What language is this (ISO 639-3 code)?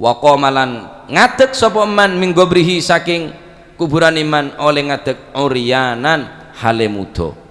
mad